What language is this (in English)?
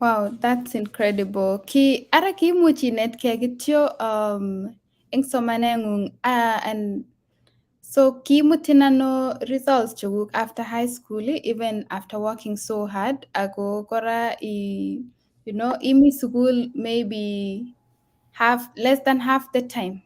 Kalenjin